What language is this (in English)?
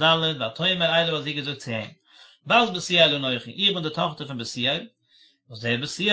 Yiddish